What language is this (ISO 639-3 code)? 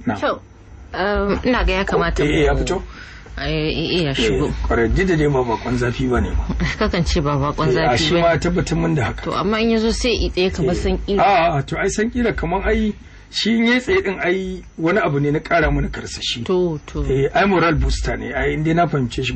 hau